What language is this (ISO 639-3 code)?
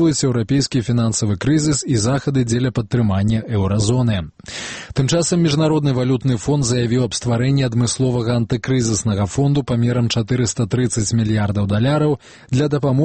bel